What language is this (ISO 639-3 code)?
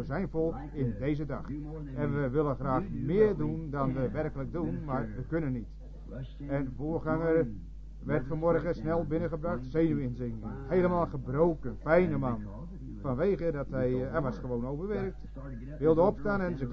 nld